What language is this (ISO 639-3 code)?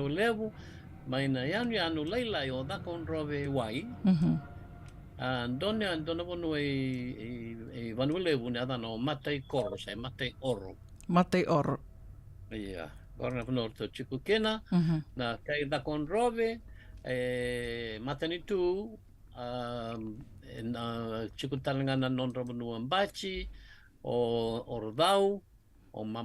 fij